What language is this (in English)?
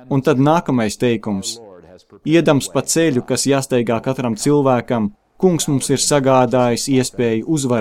Latvian